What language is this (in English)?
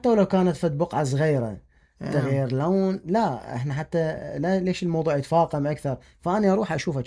Mesopotamian Arabic